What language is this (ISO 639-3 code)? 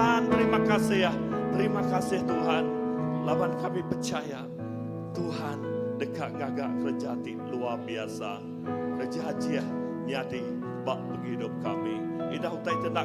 iba